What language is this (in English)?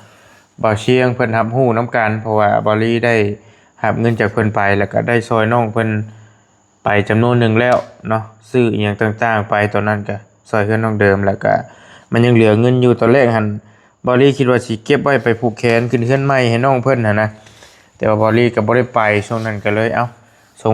Lao